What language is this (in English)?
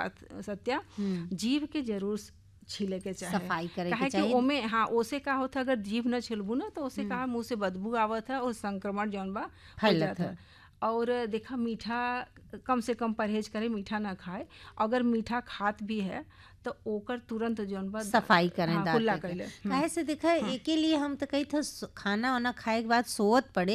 Bhojpuri